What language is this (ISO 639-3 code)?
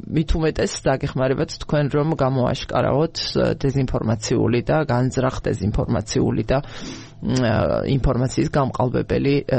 kat